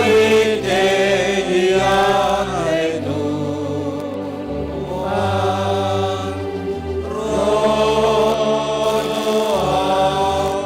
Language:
Batak Simalungun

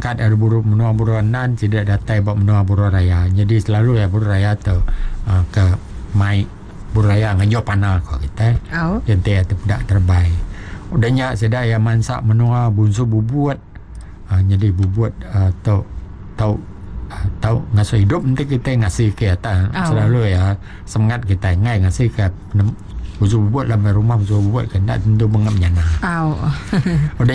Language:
Iban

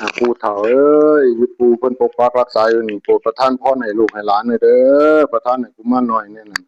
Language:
Northeastern Thai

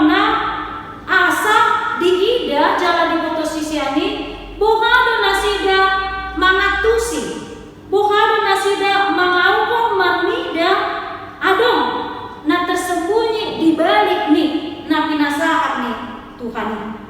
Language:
Batak Toba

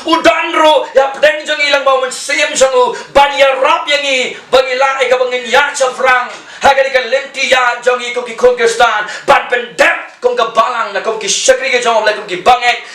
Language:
Khasi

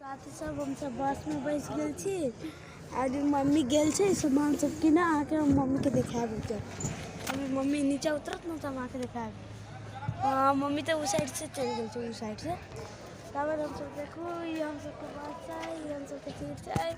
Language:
Maithili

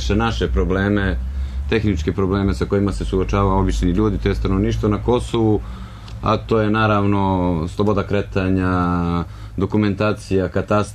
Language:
Serbian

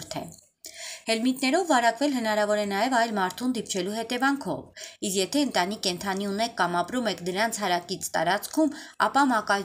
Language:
Armenian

